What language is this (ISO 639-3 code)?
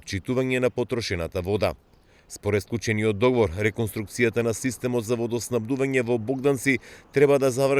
mkd